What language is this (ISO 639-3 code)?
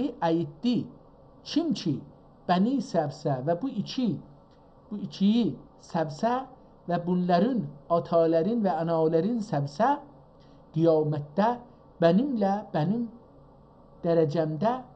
azb